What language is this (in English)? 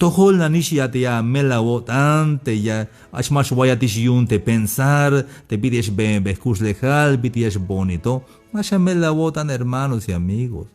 Tzeltal